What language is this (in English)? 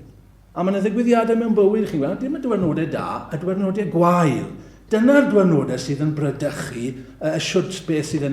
Welsh